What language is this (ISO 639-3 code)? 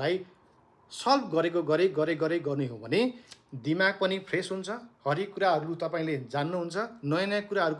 nep